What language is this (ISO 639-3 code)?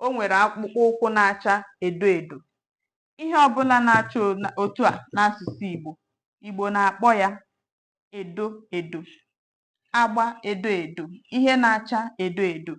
ibo